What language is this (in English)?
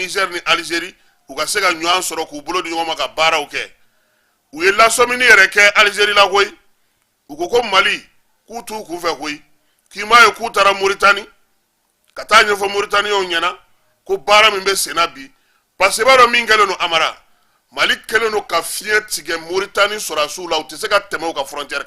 Bambara